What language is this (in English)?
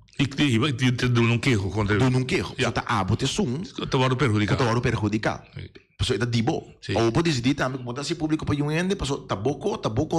Papiamento